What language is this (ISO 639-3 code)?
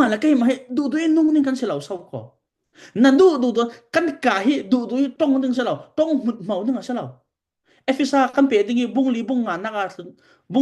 cfm